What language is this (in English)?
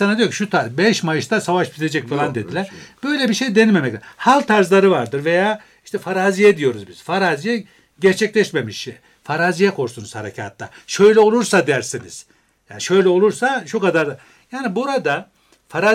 Turkish